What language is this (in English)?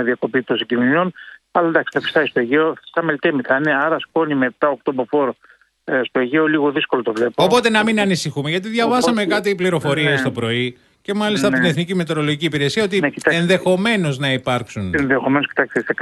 Greek